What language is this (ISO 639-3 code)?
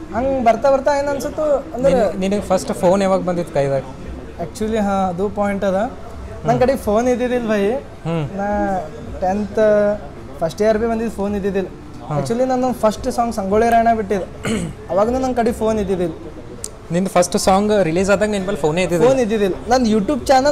kan